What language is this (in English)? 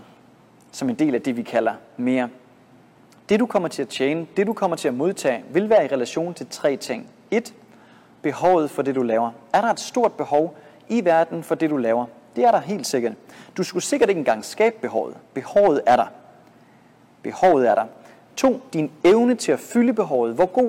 Danish